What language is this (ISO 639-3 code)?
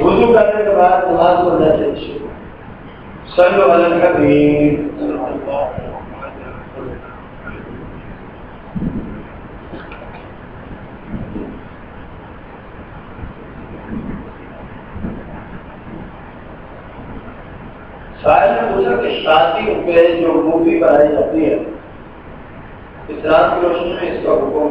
urd